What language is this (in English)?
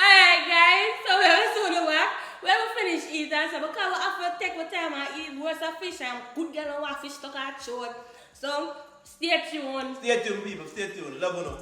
Jamaican Creole English